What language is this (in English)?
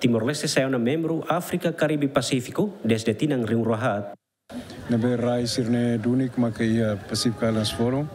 Tetum